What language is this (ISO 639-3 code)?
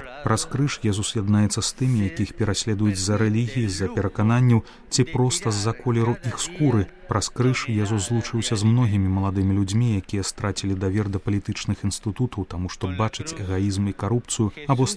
bel